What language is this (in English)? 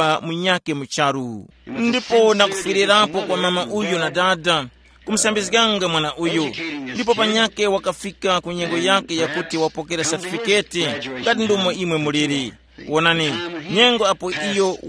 Tumbuka